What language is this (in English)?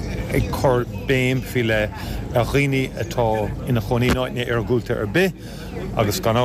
Irish